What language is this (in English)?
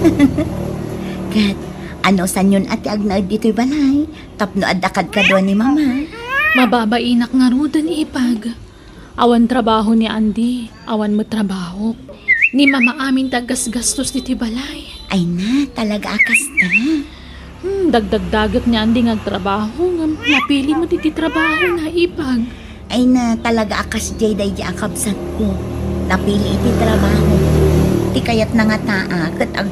Iloko